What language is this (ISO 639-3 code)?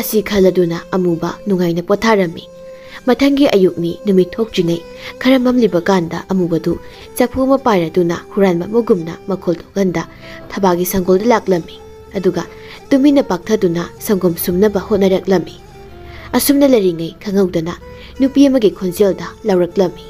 mni